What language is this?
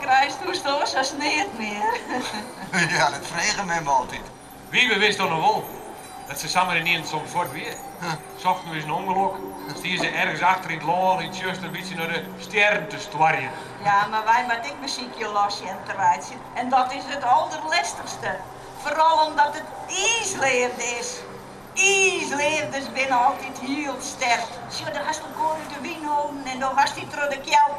Western Frisian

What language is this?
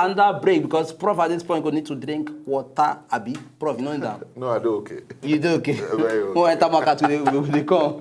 Nigerian Pidgin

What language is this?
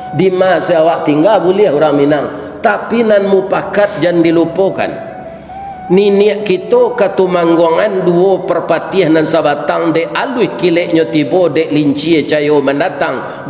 Minangkabau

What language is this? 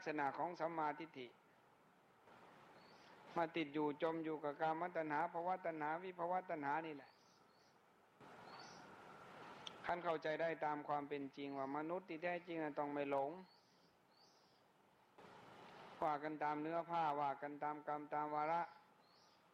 Thai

